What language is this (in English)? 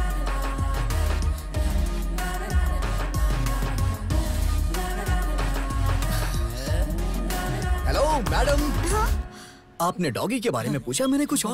Hindi